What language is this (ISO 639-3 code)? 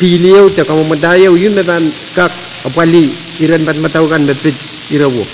pon